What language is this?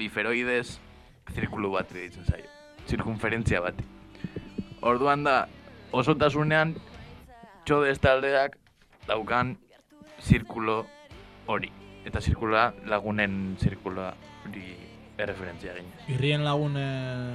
Basque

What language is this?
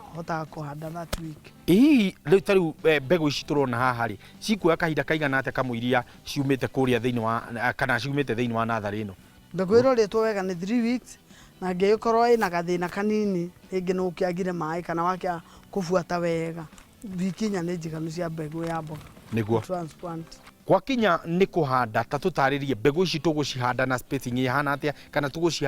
Kikuyu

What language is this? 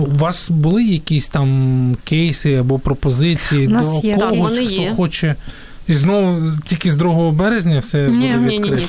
Ukrainian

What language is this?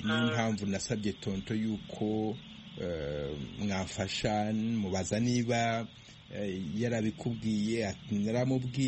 Kinyarwanda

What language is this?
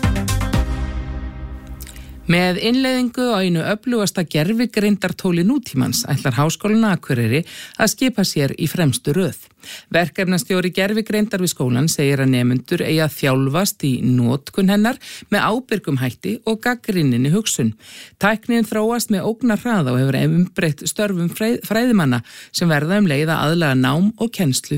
Icelandic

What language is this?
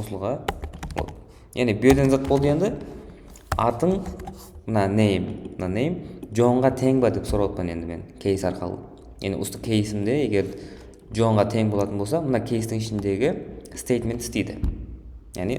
Kara-Kalpak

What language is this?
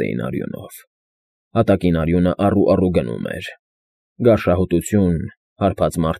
Armenian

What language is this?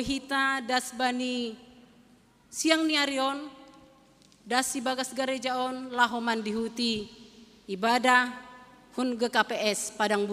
Batak Simalungun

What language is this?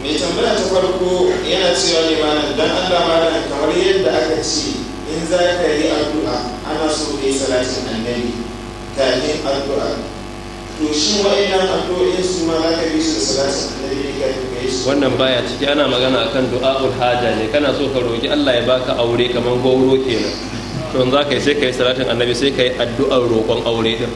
Hausa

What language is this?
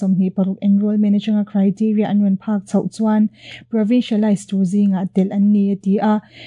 Mizo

